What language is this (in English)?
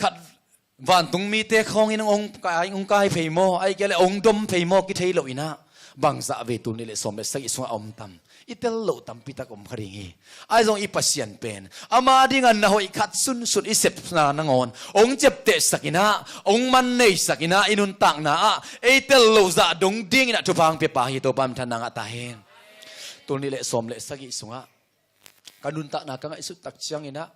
Tedim Chin